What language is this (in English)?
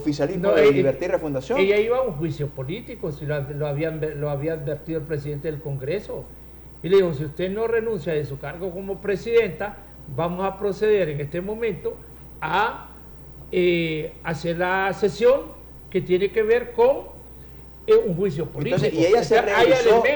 Spanish